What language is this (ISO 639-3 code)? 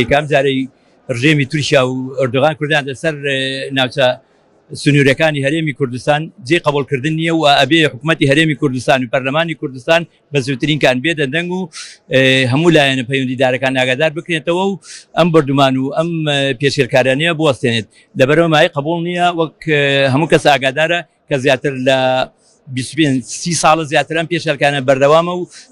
ckb